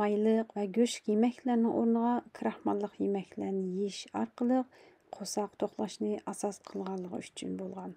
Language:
Uyghur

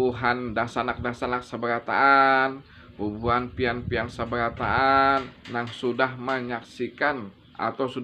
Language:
Banjar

